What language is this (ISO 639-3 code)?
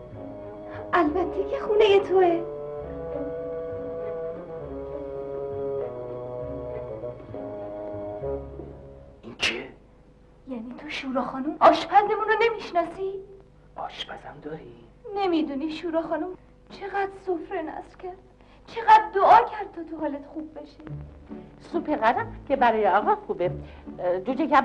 fas